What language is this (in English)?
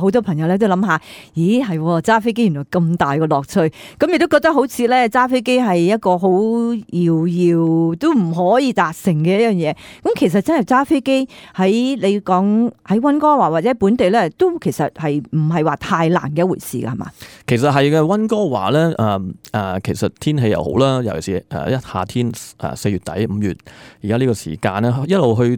Cantonese